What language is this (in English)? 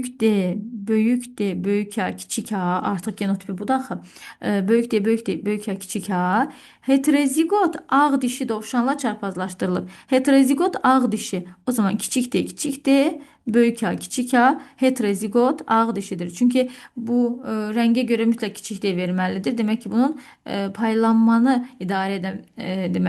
Azerbaijani